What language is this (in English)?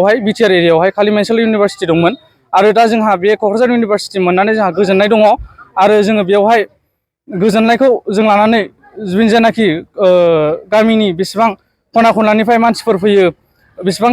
Bodo